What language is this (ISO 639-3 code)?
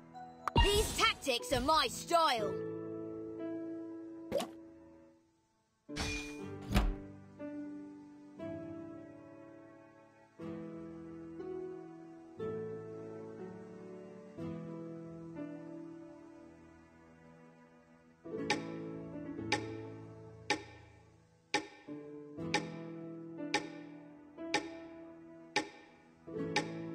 eng